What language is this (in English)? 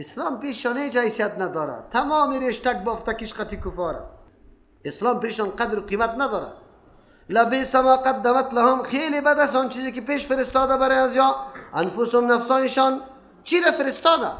Persian